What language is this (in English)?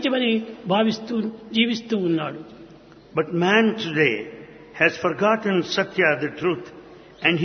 Telugu